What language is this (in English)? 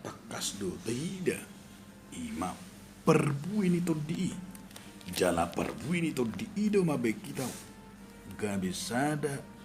Batak Toba